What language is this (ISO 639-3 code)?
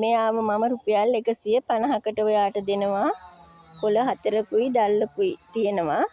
sin